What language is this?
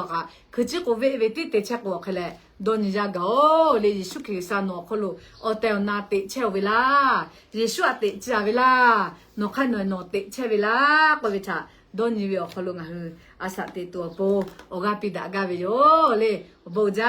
Lahu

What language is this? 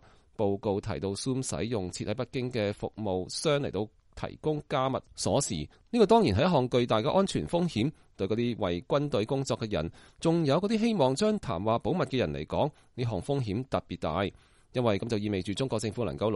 Cantonese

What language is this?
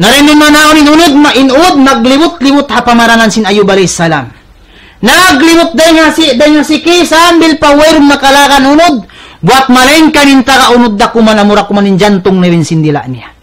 Tausug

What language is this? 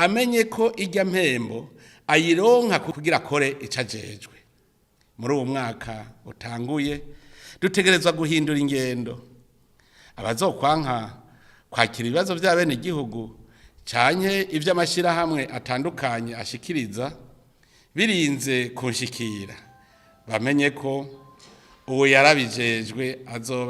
Rundi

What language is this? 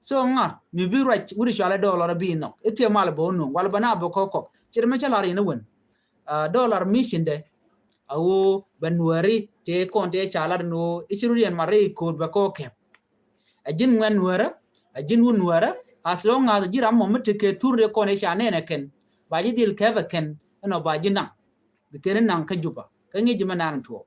Nuer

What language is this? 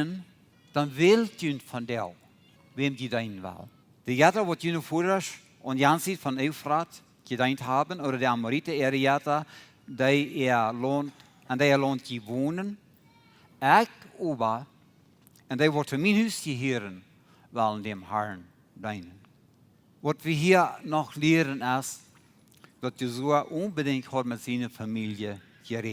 Plautdietsch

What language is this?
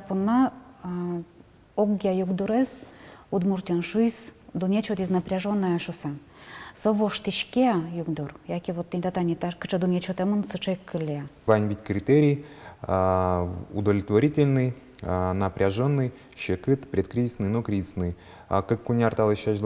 Udmurt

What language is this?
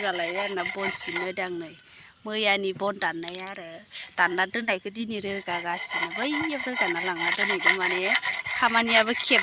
Bodo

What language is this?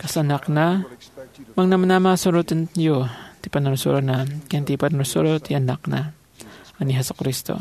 Iloko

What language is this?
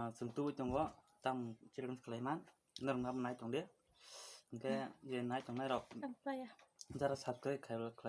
Kok Borok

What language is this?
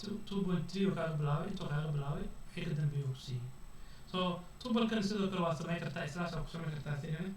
Somali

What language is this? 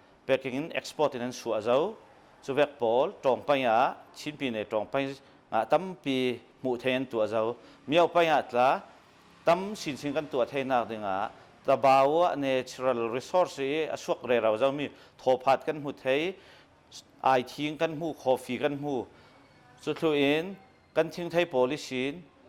Hakha Chin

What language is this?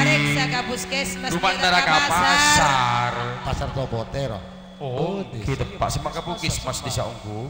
Madurese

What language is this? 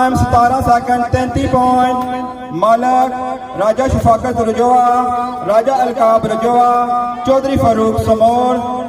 Pahari-Potwari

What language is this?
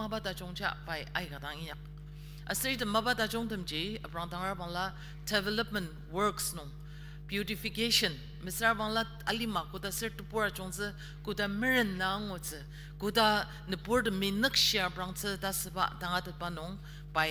Ao Naga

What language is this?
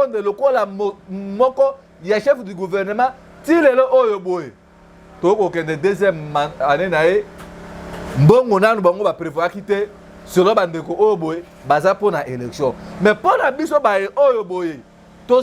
Lingala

